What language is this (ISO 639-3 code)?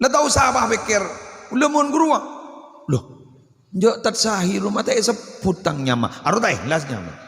mad